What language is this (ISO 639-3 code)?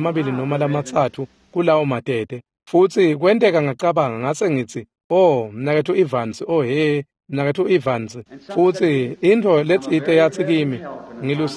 ssw